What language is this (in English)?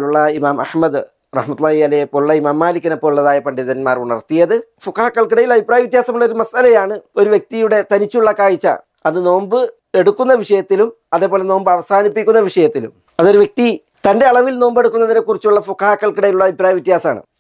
Malayalam